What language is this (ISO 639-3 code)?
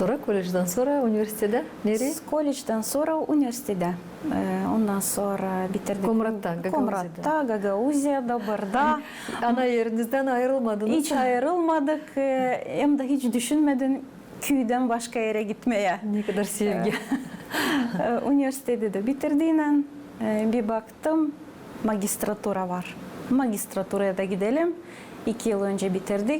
gag